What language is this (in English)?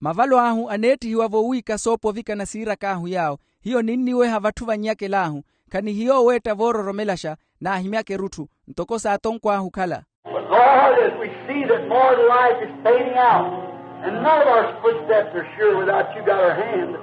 Makhuwa